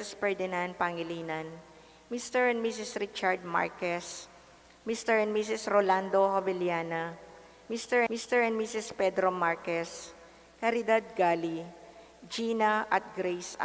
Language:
Pampanga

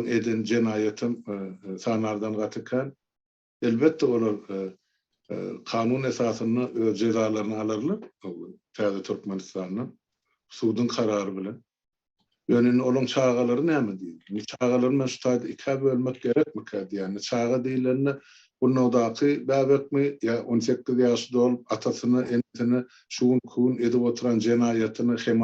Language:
Turkmen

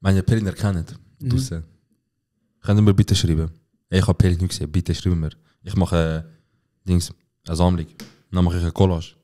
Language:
Swiss German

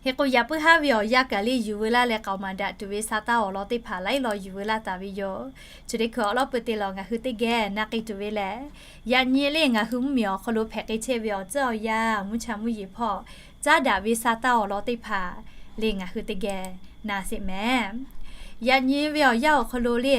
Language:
Lahu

